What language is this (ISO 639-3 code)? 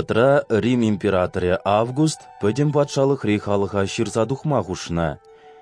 chv